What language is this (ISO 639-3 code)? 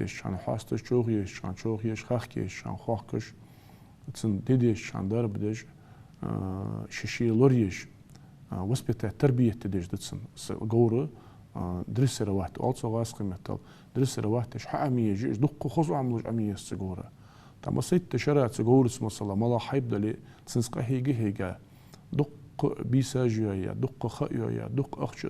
inh